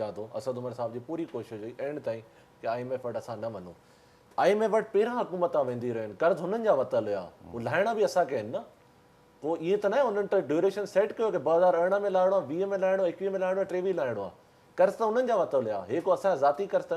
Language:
Sindhi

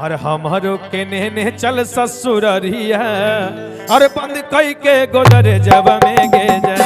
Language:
Magahi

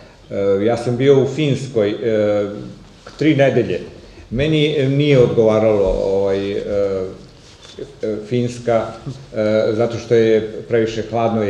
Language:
Serbian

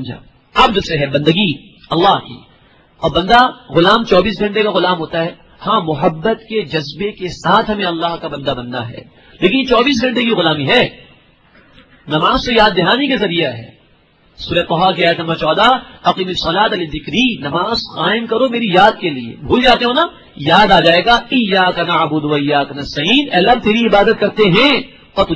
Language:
Urdu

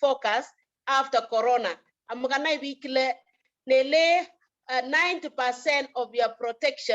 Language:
Kalenjin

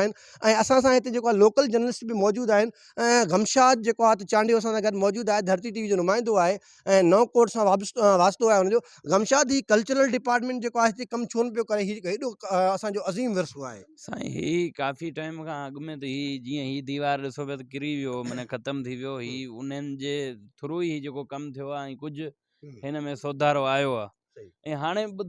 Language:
Sindhi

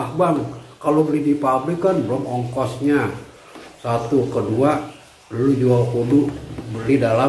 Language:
Betawi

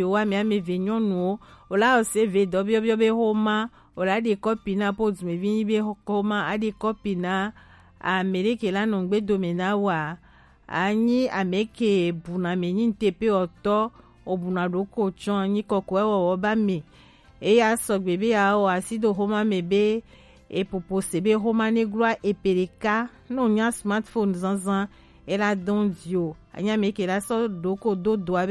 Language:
Gen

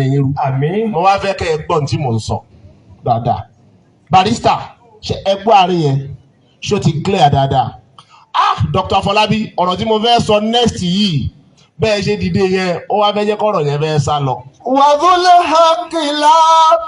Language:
Yoruba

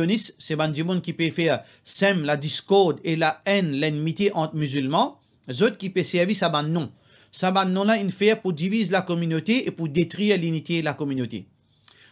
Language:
Morisyen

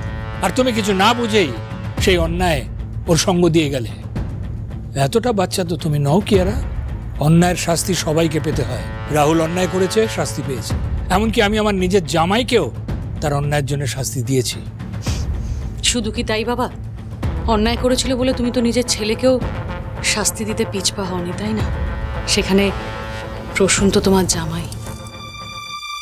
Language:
Bangla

